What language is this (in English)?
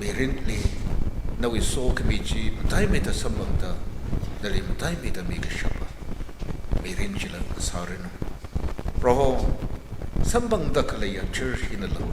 Tangkhul Naga (India)